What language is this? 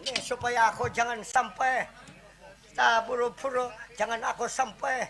Banjar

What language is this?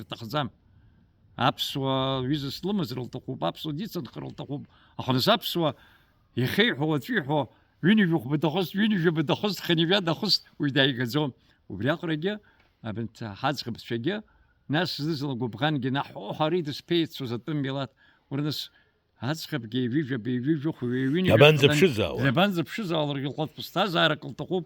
Abkhazian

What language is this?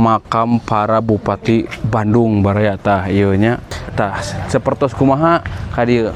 Sundanese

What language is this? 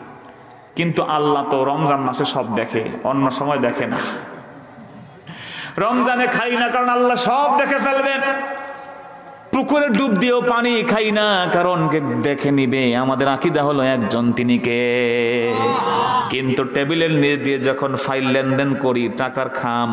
Bangla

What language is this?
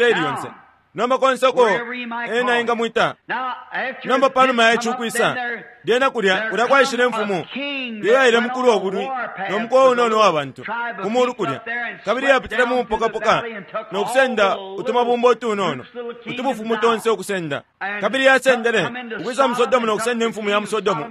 Bemba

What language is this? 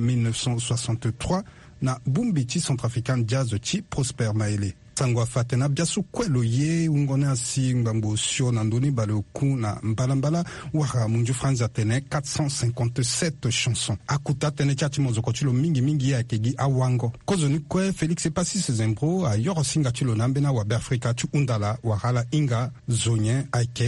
Sango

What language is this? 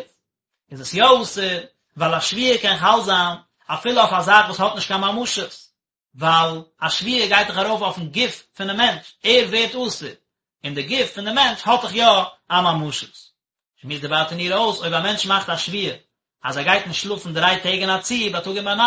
Yiddish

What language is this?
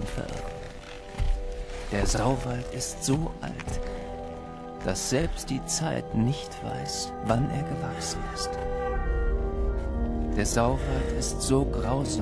German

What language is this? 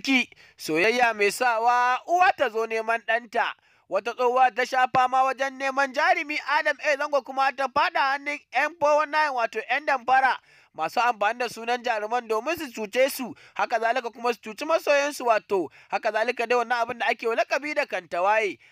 Hausa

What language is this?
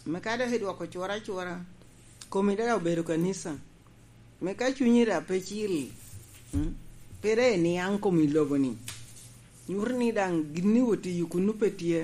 Lango (Uganda)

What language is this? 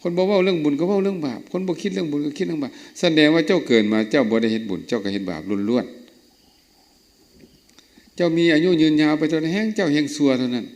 Lao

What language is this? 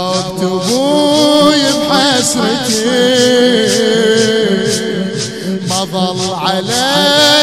Mesopotamian Arabic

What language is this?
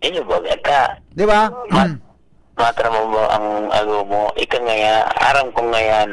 Bikol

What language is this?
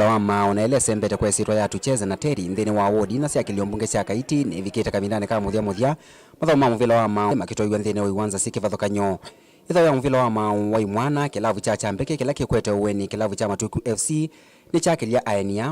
Kamba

